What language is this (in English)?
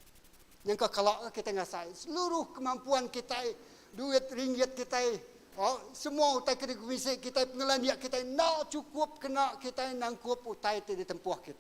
Iban